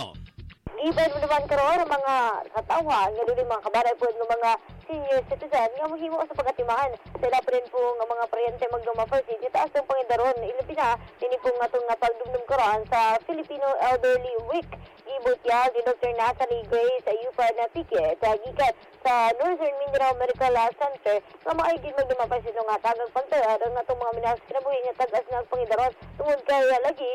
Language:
Cebuano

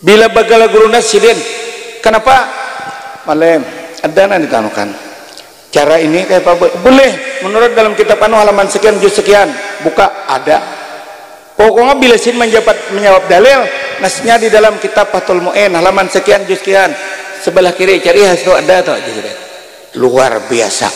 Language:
Banjar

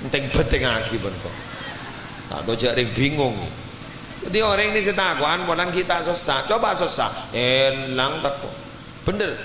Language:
Madurese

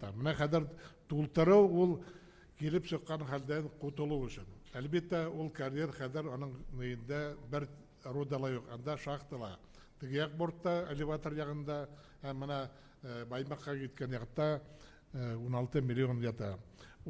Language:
Bashkir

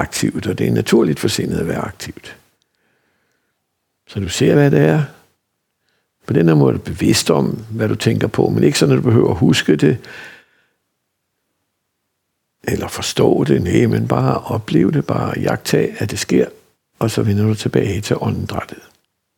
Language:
Danish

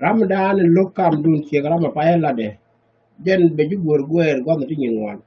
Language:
Nuer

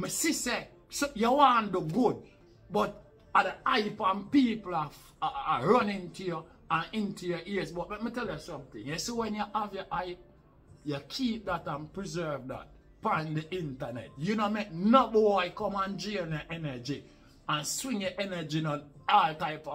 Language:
Jamaican Creole English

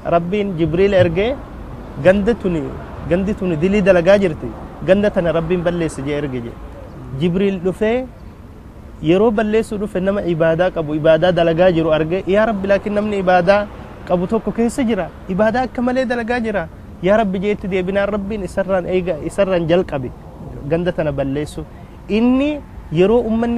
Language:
Oromo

